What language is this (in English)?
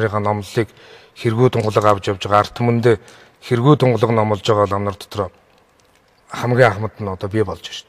Mongolian